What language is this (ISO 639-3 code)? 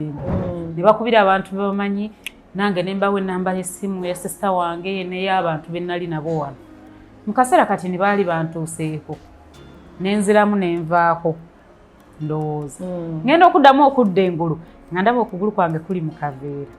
lug